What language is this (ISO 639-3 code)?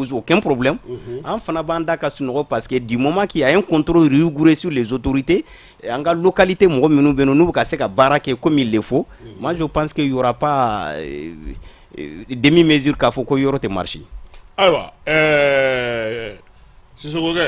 bam